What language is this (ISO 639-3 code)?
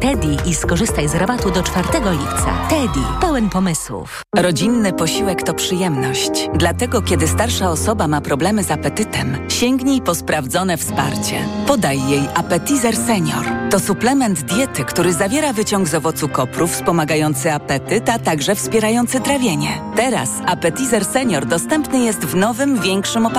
pol